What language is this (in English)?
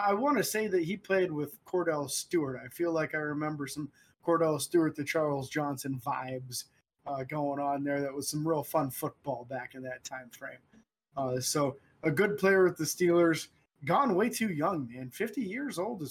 English